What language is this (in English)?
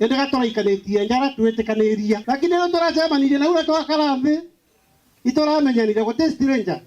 Meru